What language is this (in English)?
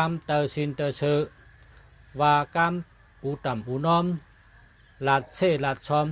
Shan